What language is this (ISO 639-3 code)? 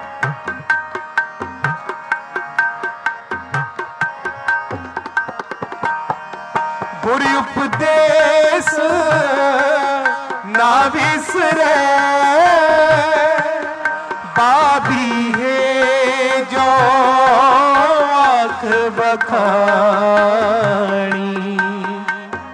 hin